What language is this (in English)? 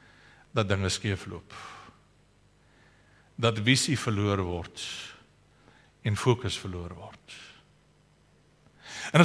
Afrikaans